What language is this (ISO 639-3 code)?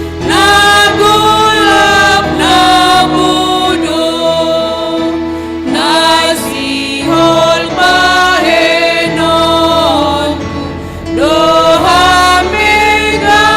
bts